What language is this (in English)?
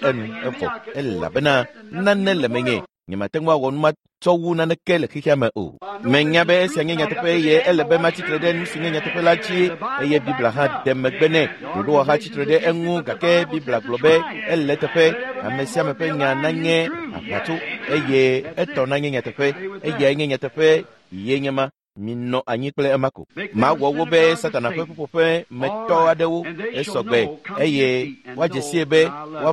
Ewe